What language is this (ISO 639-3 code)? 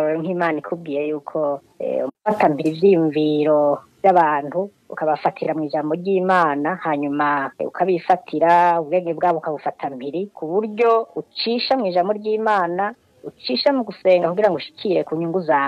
run